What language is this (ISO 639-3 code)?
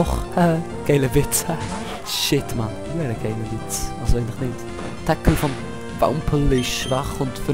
gsw